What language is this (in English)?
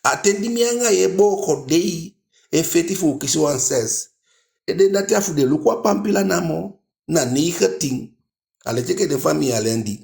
Eastern Maroon Creole